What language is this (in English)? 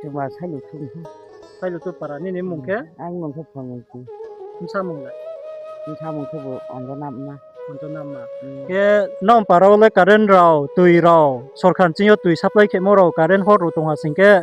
Riang (India)